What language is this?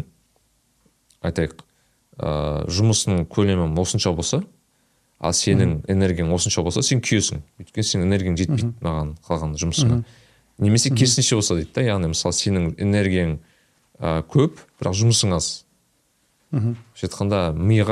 Kazakh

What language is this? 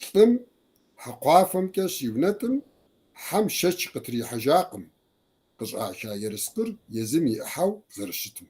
Kabardian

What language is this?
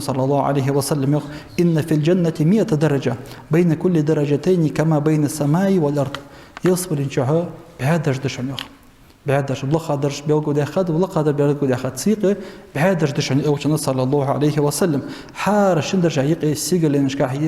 Ingush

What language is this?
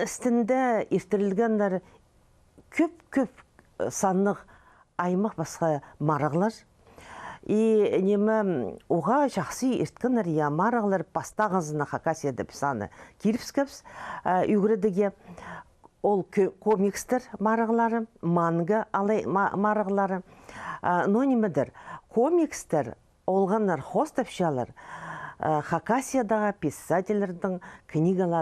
Khakas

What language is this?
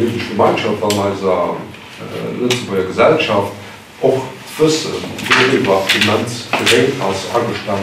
Luxembourgish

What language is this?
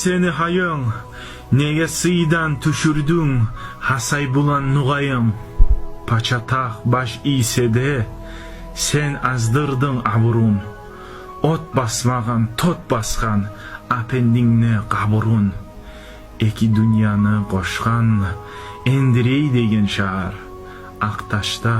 Kumyk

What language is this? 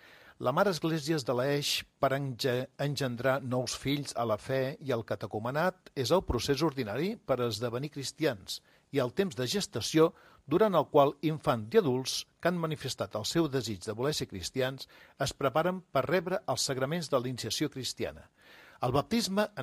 Catalan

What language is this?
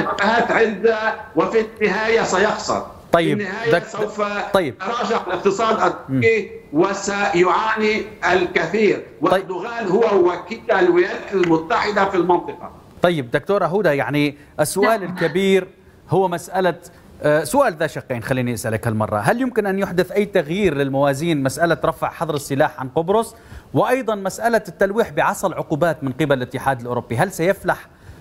Arabic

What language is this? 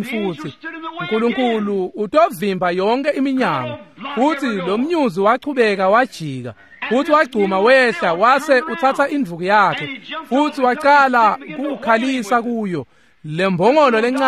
Swati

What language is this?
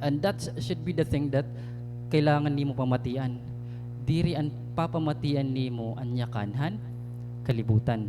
Waray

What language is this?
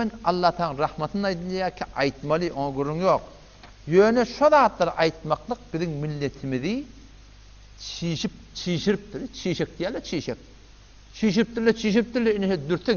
Turkmen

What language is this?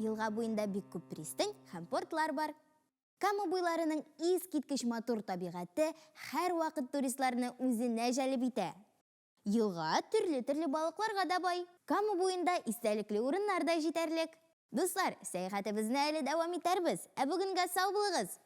Tatar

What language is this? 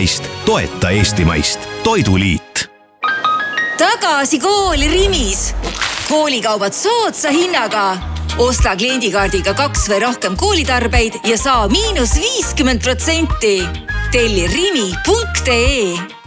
Estonian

